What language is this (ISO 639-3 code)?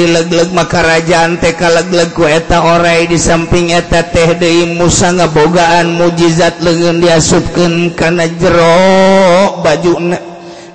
sun